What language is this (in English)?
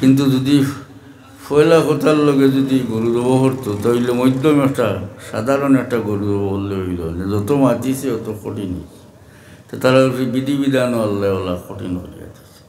Sylheti